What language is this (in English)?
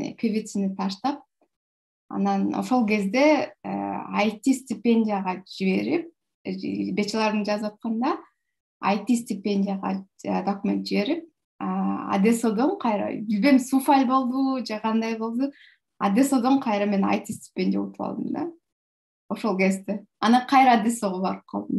Kyrgyz